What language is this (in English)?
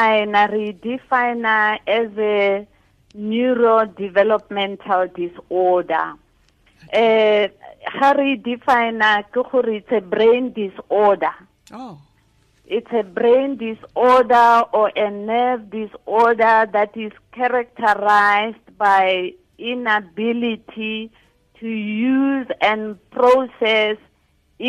Tswana